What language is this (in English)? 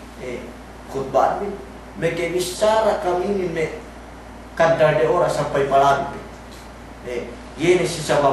Yakan